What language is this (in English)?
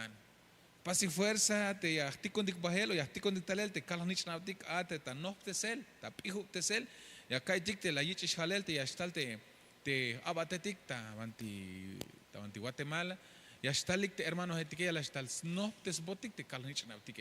Tzeltal